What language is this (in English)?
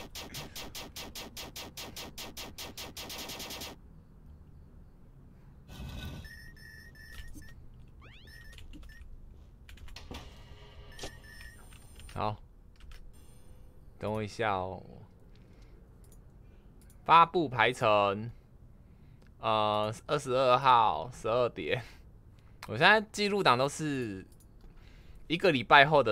Chinese